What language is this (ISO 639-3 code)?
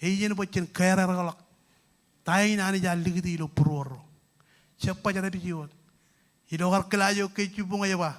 mah